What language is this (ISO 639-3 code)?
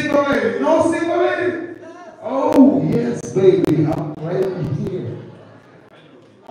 eng